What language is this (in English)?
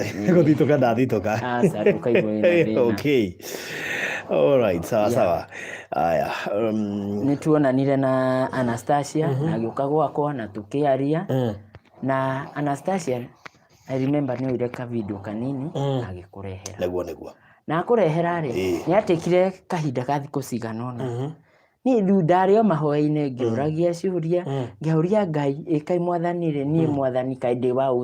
Kikuyu